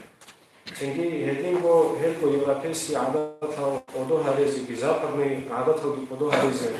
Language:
Avaric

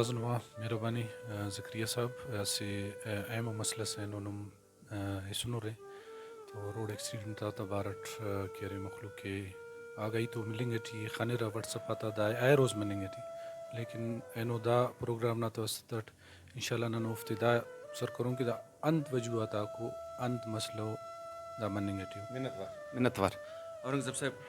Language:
Brahui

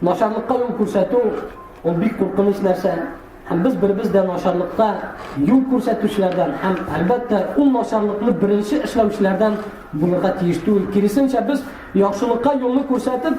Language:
Tatar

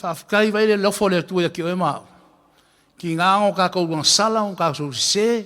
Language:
Samoan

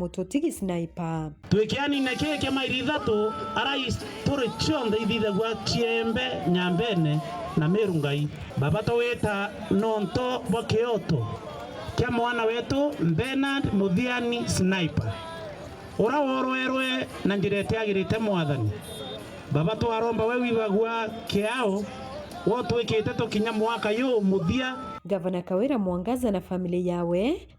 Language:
Meru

